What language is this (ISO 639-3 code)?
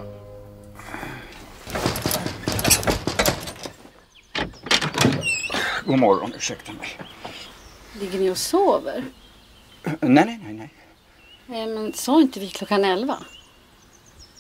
swe